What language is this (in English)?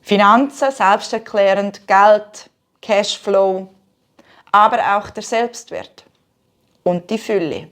Swiss German